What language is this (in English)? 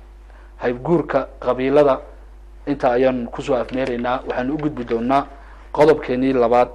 Somali